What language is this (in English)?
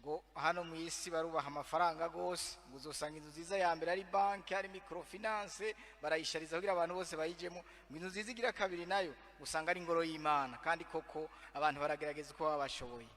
Rundi